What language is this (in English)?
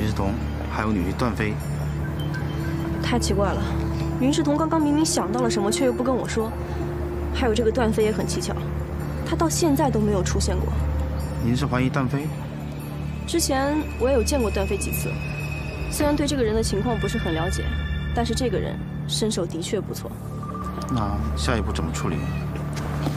Chinese